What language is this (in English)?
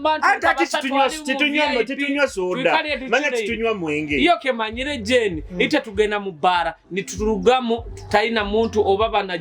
Nyoro